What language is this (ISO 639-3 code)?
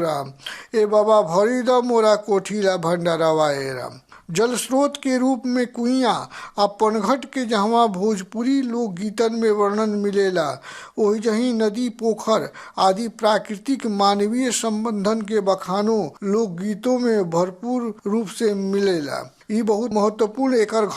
bho